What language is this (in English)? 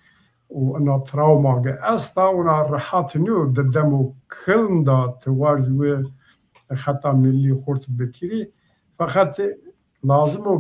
Zaza